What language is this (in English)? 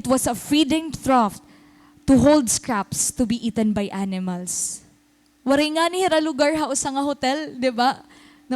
Waray